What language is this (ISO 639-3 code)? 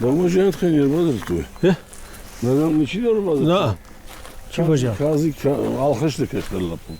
oss